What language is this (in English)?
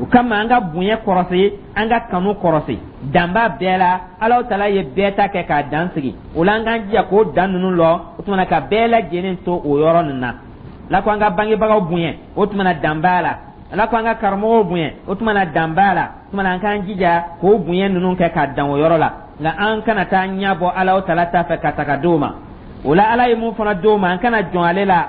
Dyula